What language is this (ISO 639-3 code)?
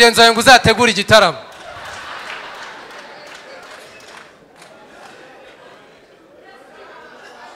kin